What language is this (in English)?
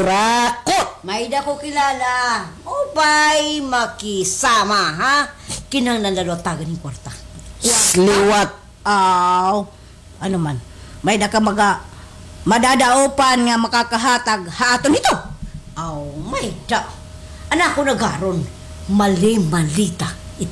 Waray